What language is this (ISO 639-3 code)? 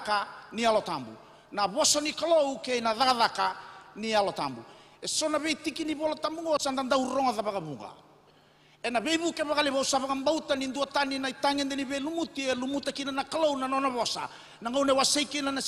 fij